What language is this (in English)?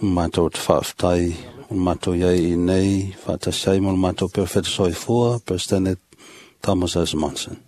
Samoan